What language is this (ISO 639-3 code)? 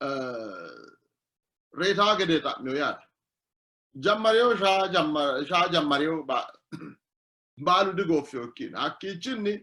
sid